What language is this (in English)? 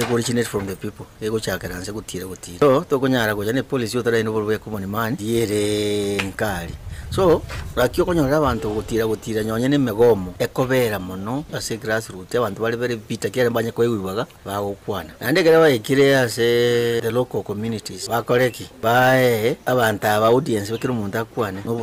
Gusii